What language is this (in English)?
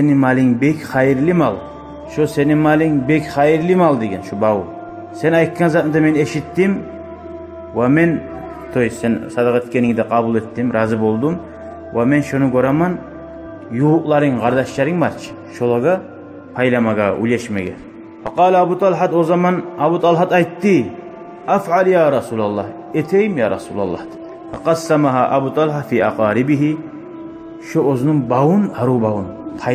Kumyk